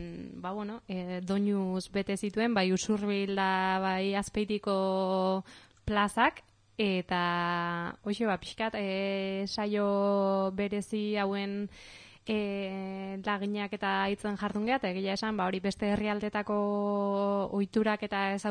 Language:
Basque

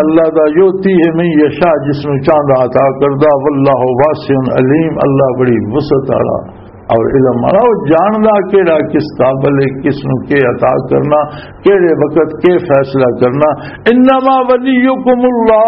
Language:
Western Panjabi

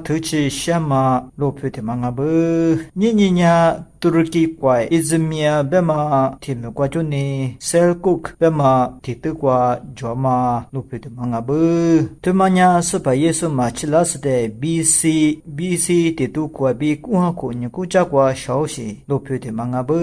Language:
Lisu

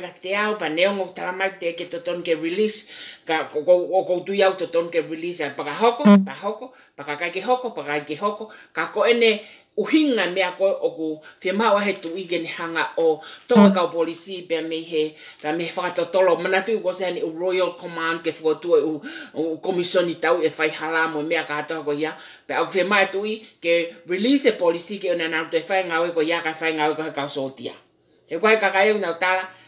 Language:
Tongan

